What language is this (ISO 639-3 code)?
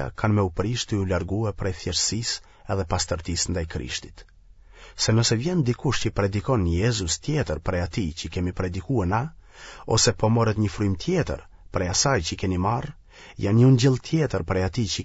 sqi